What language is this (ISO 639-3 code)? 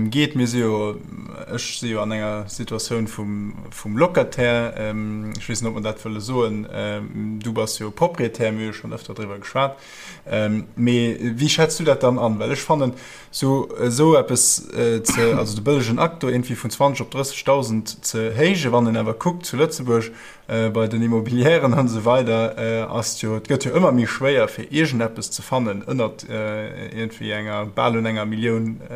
ltz